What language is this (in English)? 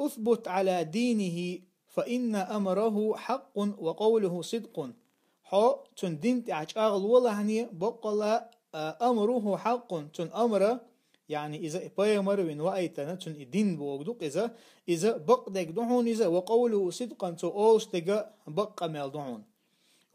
Chechen